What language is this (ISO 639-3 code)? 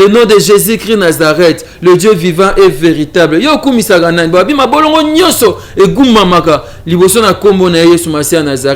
lin